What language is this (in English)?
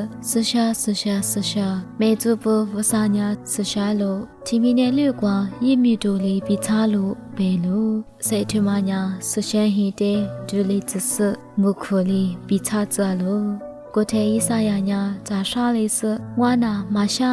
Lisu